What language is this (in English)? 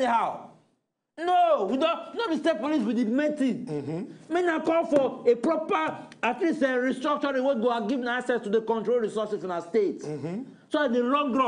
Nigerian Pidgin